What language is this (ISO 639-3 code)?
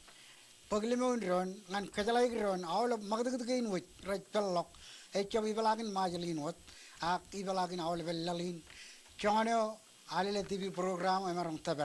mah